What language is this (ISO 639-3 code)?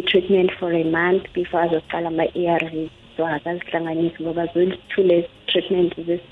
nbl